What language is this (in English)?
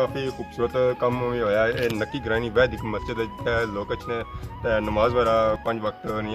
Pahari-Potwari